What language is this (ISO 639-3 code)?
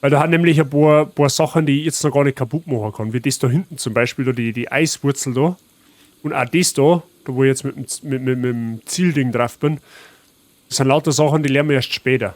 bar